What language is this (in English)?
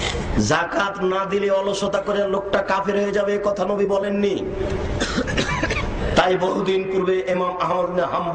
Bangla